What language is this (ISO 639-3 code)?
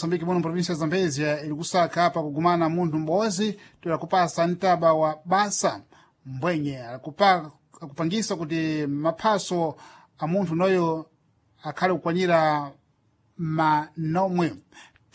seh